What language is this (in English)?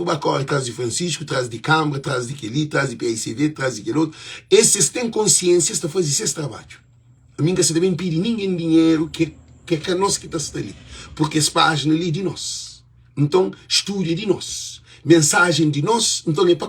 Kabuverdianu